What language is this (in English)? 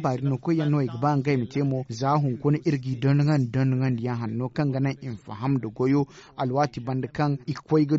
Zarma